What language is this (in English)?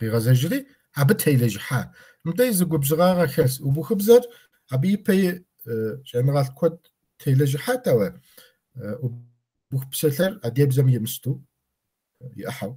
Kabardian